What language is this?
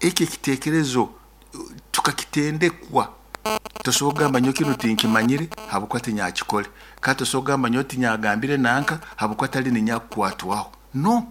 Nyoro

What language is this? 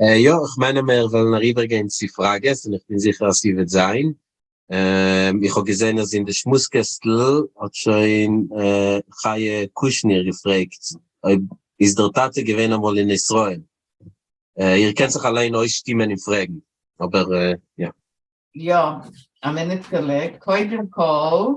Yiddish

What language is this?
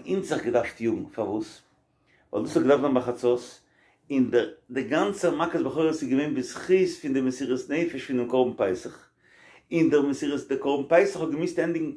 Yiddish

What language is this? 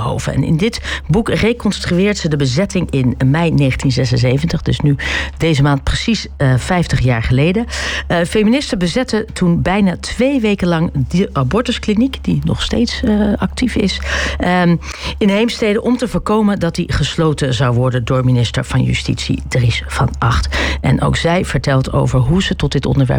Dutch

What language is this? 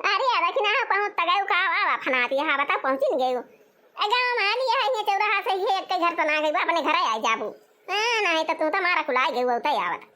Awadhi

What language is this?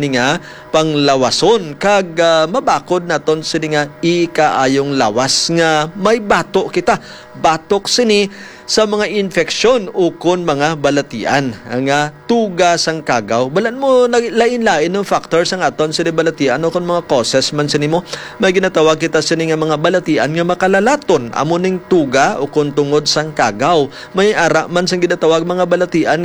Hiligaynon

